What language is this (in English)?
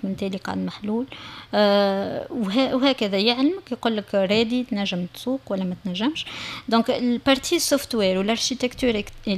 Tunisian Arabic